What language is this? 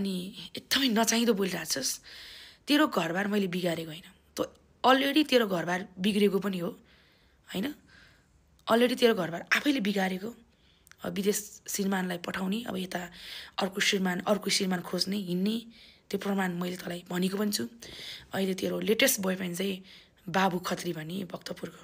Nepali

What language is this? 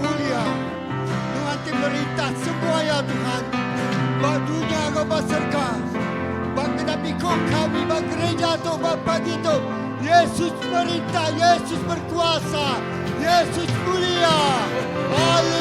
Iban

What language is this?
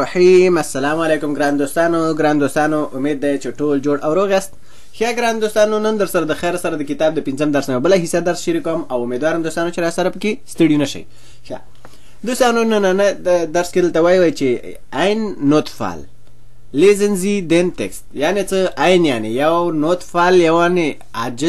Pashto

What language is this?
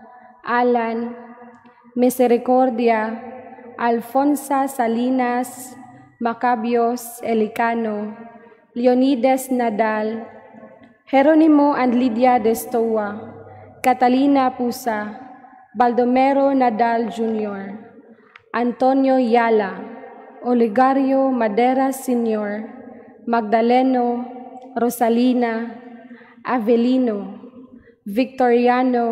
Cebuano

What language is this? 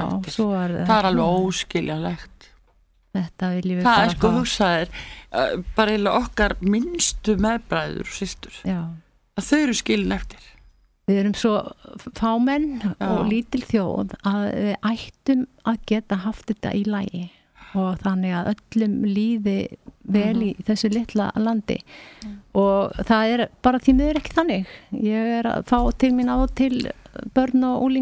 Icelandic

